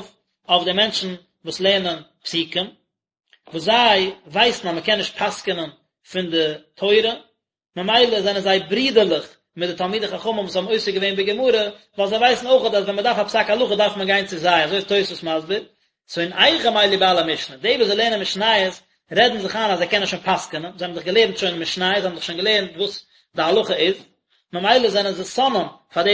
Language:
Yiddish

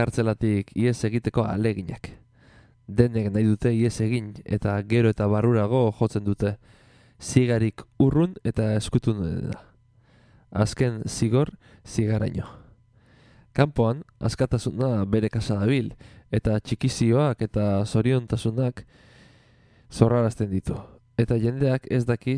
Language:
Basque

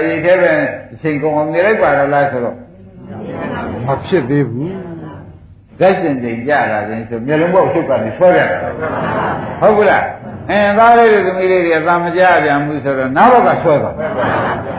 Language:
Burmese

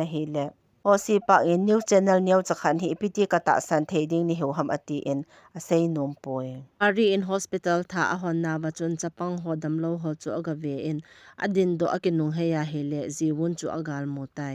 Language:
Thado Chin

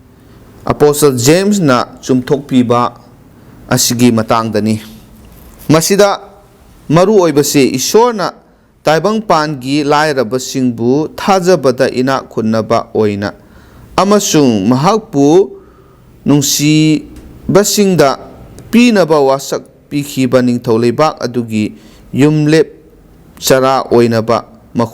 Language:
Manipuri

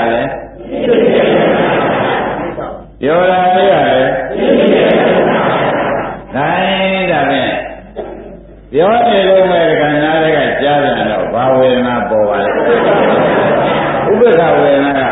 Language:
Burmese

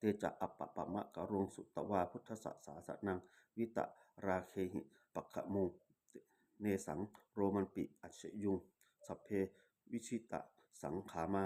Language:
Pali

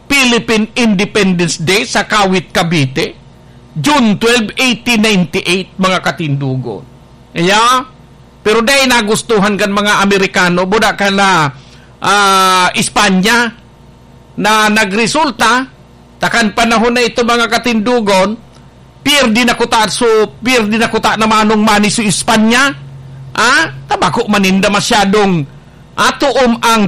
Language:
Bikol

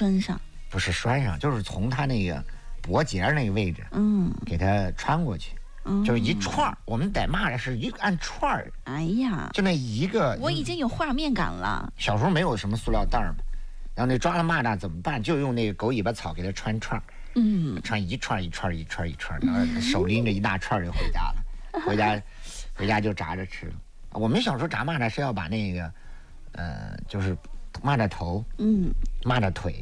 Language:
Chinese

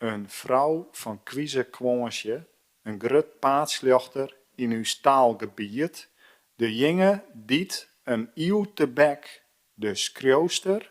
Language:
Western Frisian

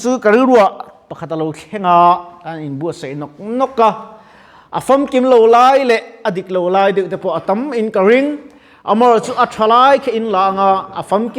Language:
Mizo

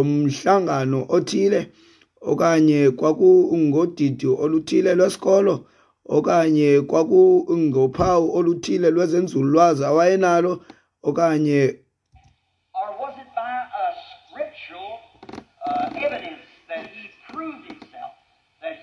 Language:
Xhosa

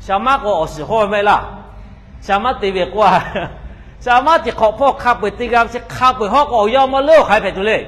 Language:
Lahu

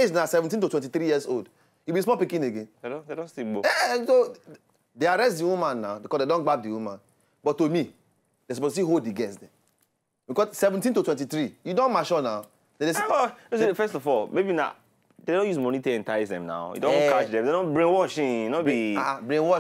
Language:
Nigerian Pidgin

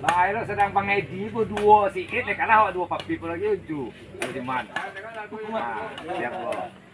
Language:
Minangkabau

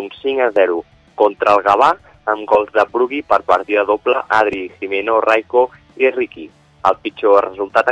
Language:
Catalan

